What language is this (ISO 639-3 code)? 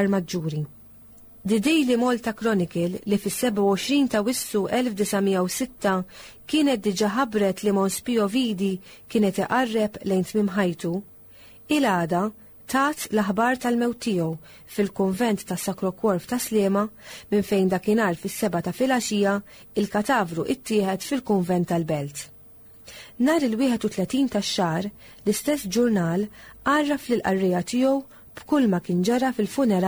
mlt